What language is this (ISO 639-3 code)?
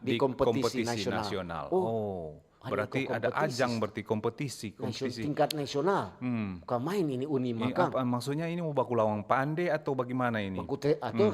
xmm